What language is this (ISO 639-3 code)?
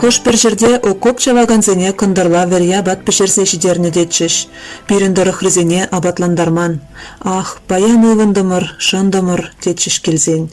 chv